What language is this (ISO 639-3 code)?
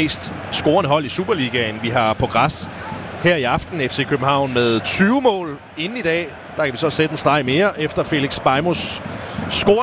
dan